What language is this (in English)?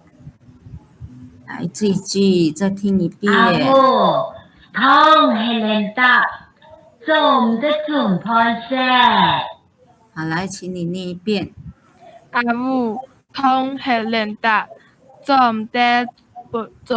Hakka Chinese